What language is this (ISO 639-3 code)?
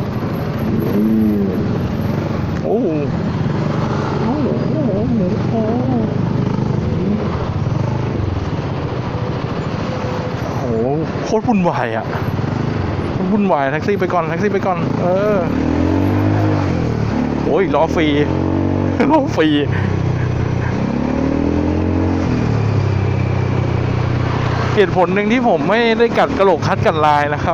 tha